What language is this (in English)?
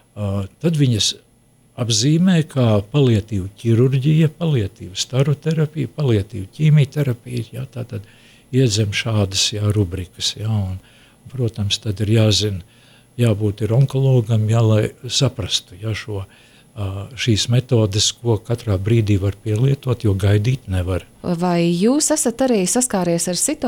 Latvian